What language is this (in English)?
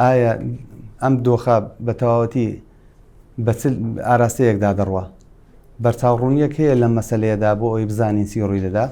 Central Kurdish